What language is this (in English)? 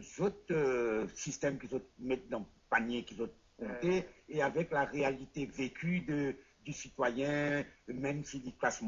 Morisyen